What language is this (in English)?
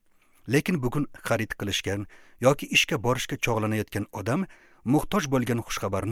Uzbek